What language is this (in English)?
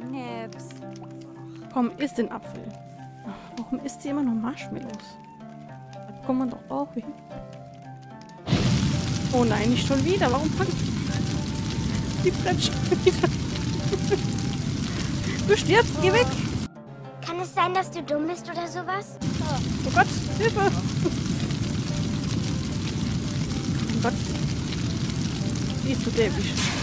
German